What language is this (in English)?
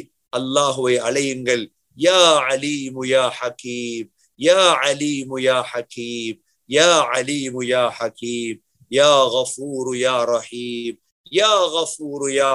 Tamil